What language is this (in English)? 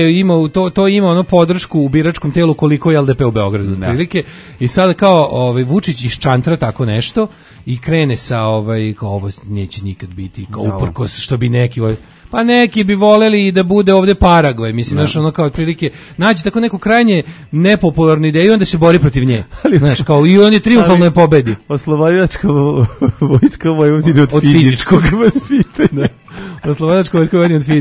Serbian